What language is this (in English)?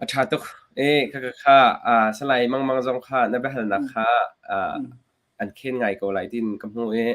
Hakha Chin